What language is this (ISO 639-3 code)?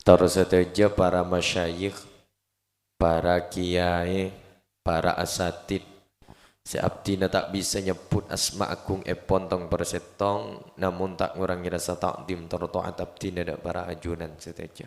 mad